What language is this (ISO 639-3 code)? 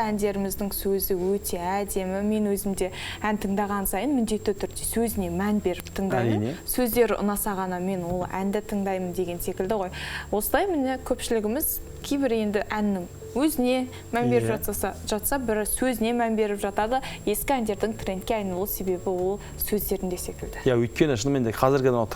kaz